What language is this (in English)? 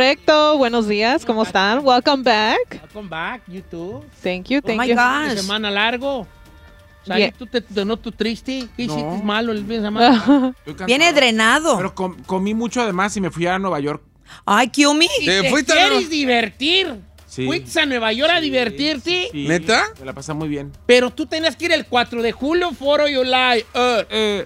Spanish